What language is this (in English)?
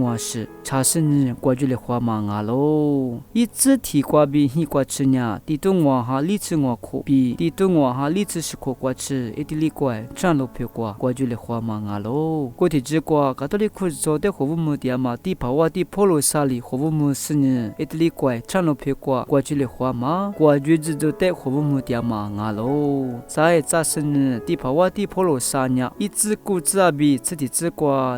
Lisu